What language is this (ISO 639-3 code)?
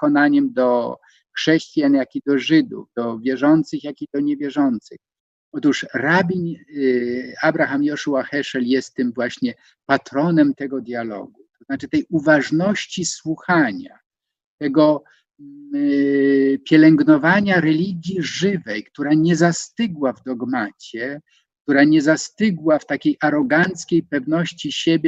pol